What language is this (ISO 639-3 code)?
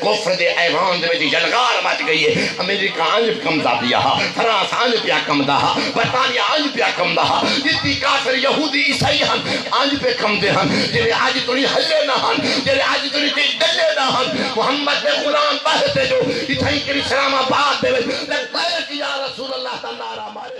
skr